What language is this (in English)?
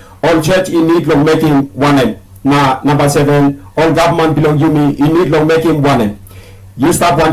Tok Pisin